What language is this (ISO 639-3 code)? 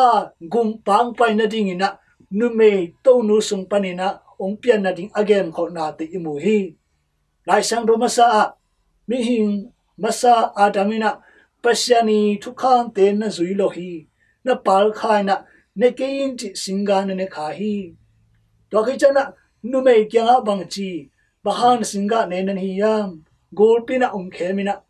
ctd